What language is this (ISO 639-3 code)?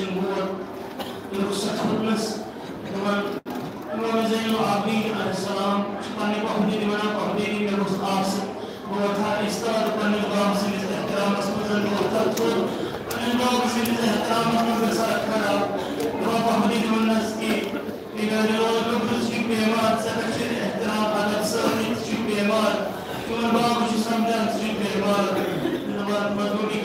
kas